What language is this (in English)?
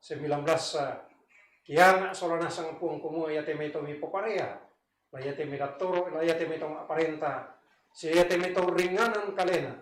Toraja-Sa'dan